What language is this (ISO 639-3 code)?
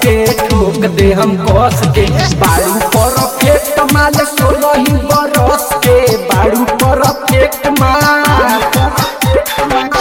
bho